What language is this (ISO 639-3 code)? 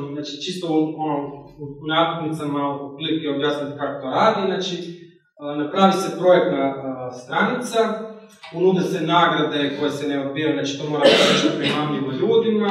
hrv